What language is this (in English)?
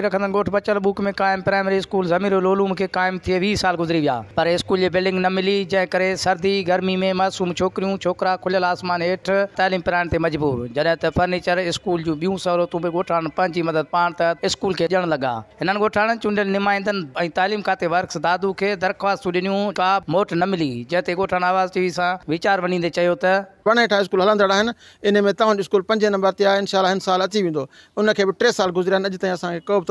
Sindhi